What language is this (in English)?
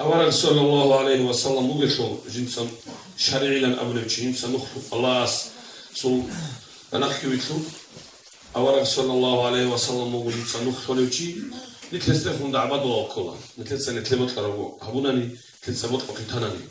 Avaric